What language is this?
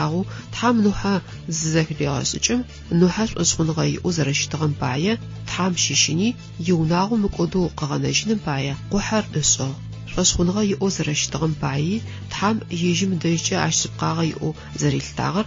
Adyghe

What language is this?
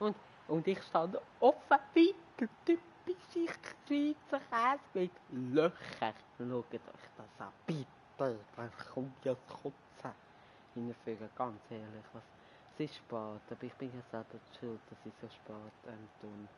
Swiss German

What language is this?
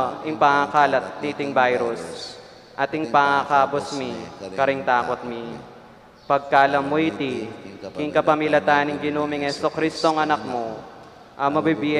Pampanga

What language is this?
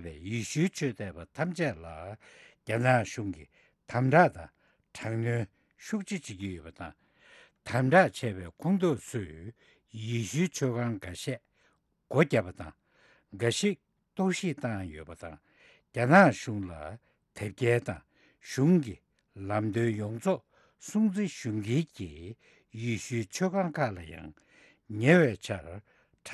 Tibetan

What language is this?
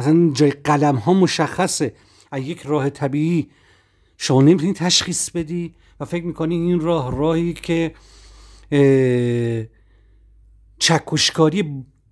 Persian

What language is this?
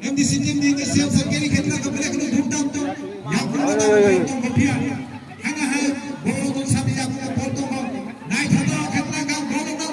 Kok Borok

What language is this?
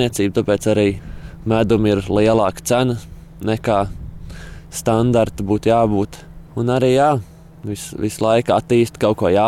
Latvian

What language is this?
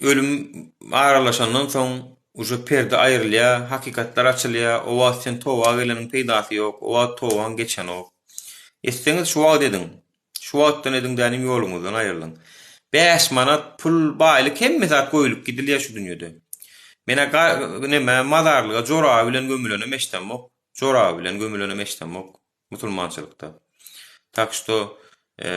Turkmen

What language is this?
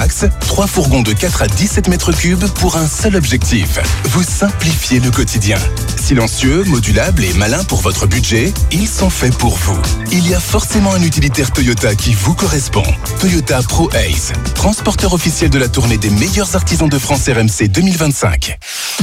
French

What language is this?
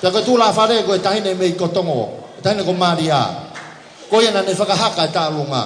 Tongan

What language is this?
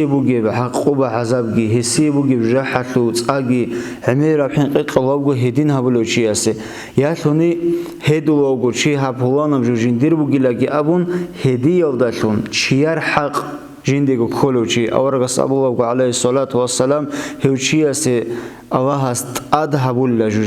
Avaric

